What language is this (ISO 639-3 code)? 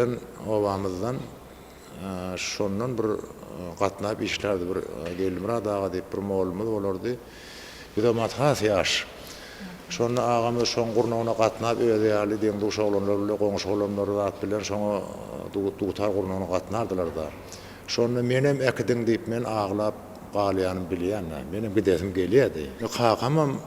tuk